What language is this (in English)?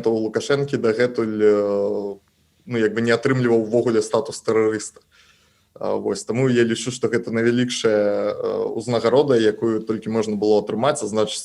Belarusian